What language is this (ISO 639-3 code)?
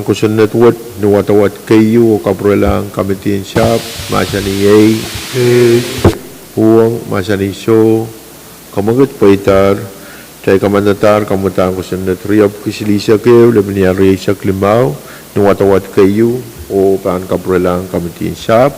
pon